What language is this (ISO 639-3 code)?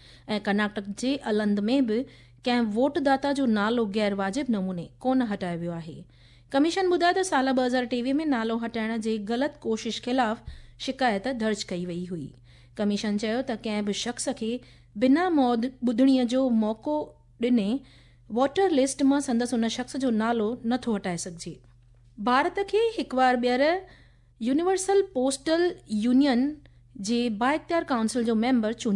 snd